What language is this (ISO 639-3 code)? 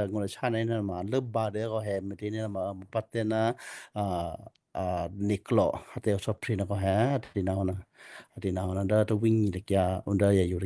kyu